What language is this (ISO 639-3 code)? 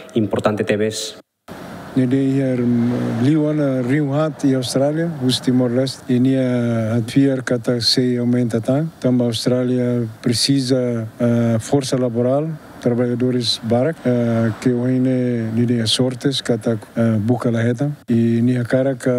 tet